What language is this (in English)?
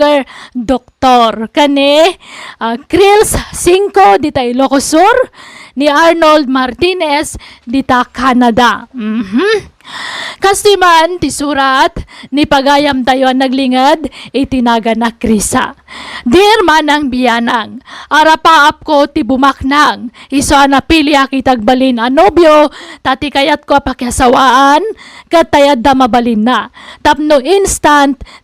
Iloko